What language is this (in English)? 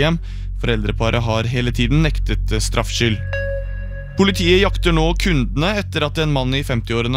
Norwegian